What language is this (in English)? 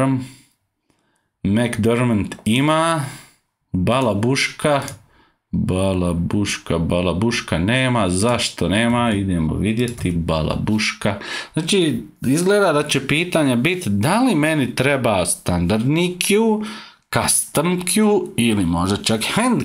Croatian